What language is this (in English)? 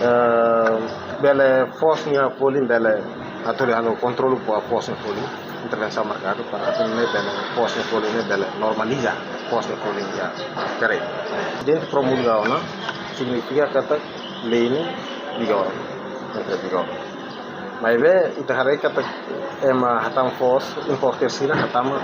Tetum